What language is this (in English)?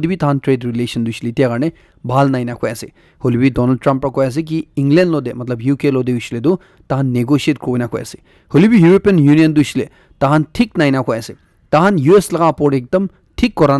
Naga Pidgin